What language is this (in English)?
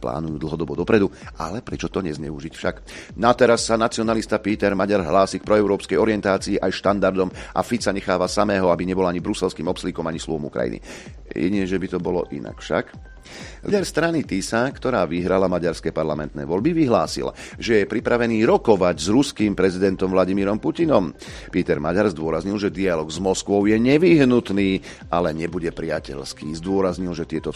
Slovak